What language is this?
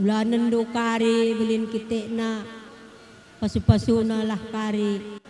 Batak Karo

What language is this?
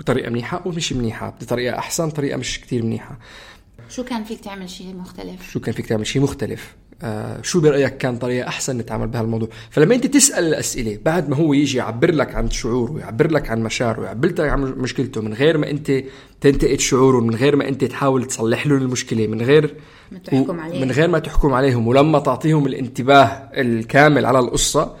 North Levantine Arabic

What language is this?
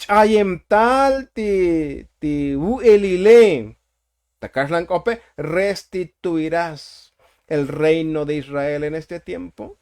Tzotzil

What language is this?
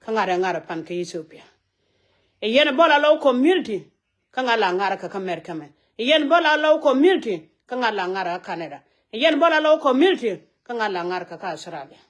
Nuer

